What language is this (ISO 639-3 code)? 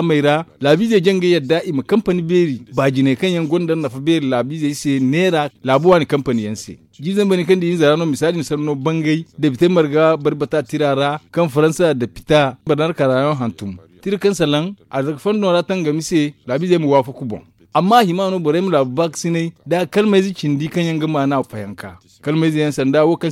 dje